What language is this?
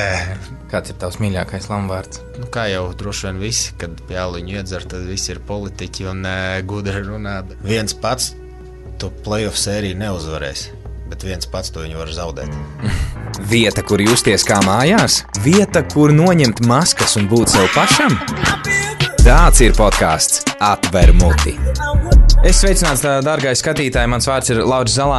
Latvian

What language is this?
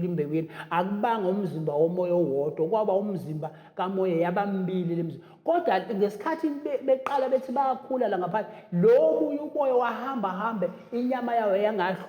Zulu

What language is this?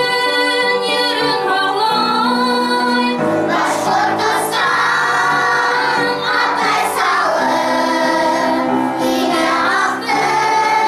Bashkir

